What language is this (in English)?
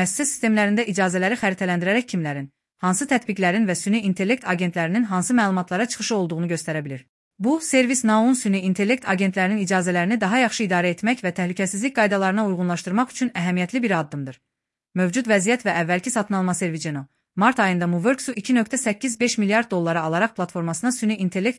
Azerbaijani